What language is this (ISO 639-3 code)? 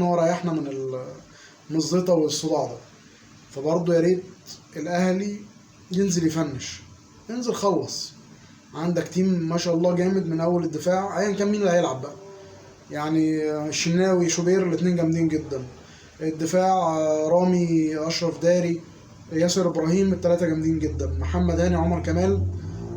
arz